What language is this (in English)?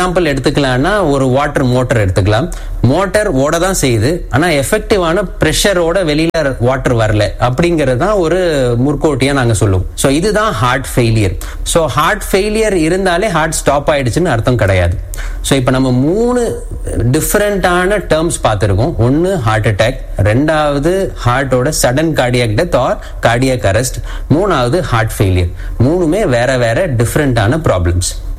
Tamil